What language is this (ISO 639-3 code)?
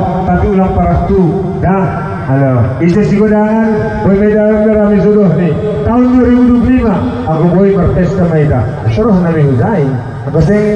bts